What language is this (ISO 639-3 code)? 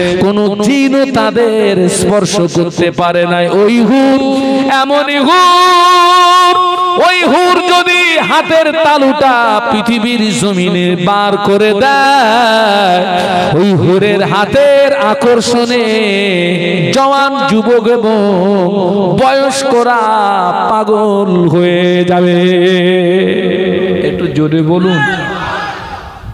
ben